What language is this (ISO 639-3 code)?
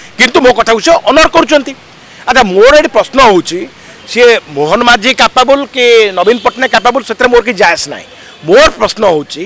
ori